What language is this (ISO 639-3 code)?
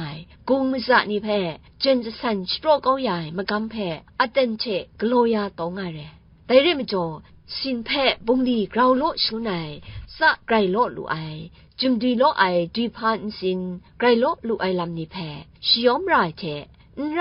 kac